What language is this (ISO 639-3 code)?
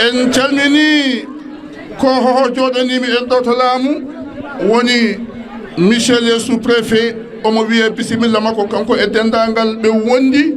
ful